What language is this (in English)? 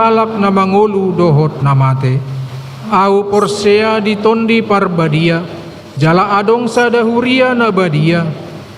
Batak Toba